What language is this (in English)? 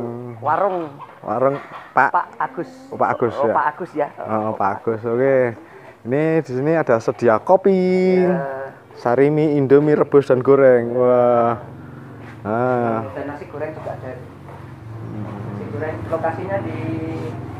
Indonesian